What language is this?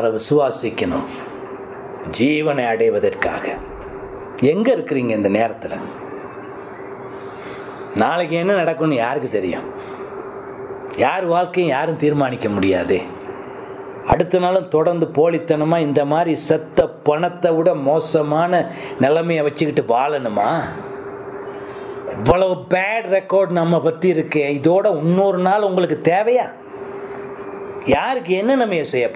Tamil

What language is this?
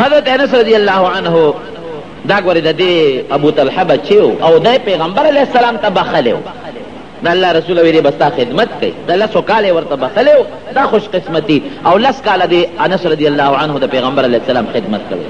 Pashto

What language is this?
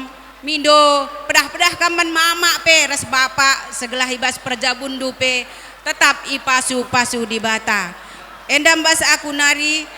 Batak Karo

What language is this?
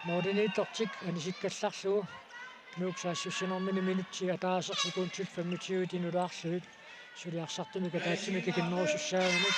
Kalaallisut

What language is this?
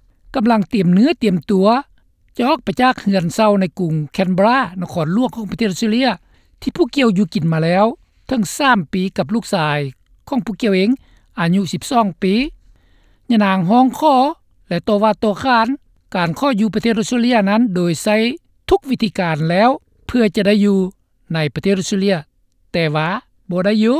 Lao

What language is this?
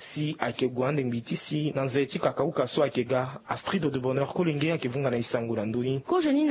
Sango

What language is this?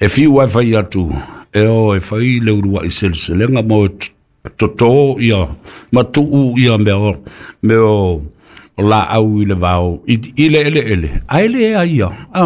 Samoan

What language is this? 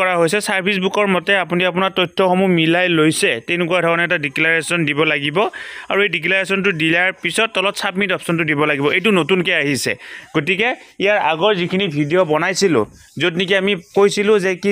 Assamese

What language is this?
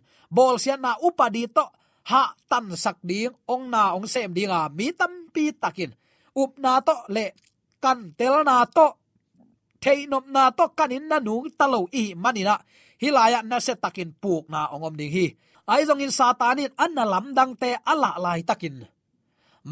Tedim Chin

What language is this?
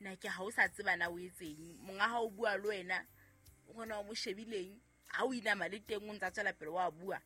Southern Sotho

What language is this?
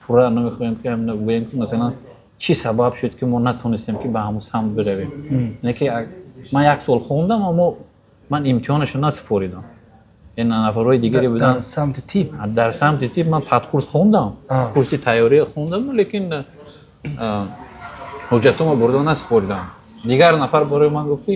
Tajik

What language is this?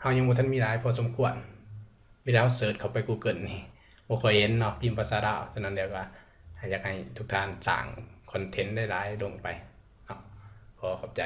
Lao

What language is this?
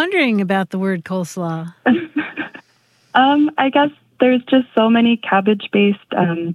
English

